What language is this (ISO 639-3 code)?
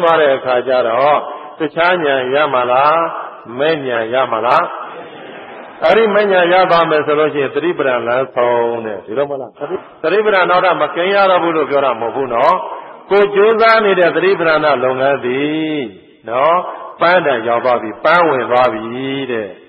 mya